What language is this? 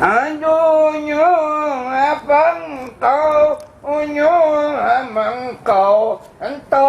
Madurese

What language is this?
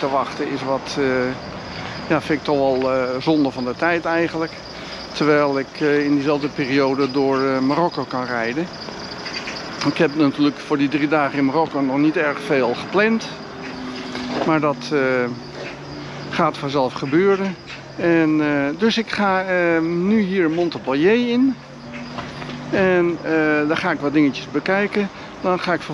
Dutch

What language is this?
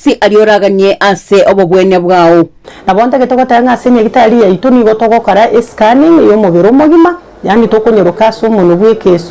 Gusii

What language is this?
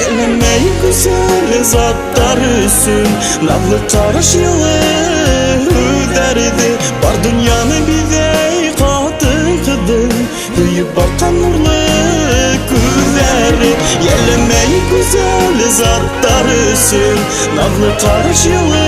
Bashkir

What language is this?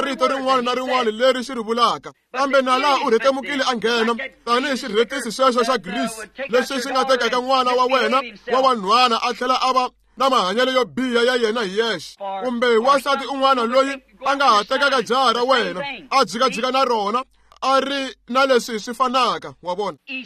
Tsonga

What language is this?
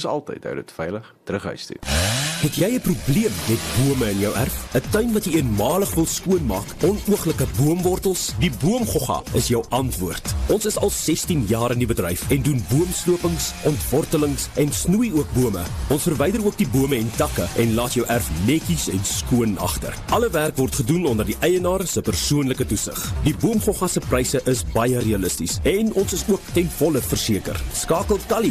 Afrikaans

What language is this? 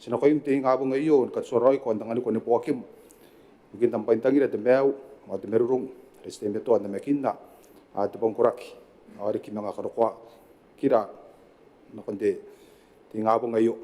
Gilbertese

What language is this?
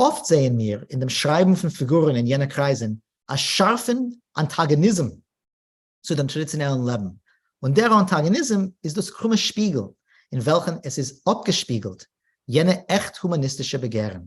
Yiddish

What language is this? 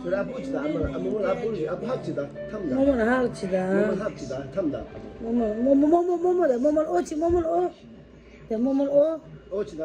Tibetan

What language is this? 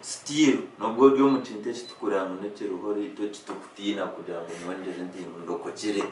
Nyankole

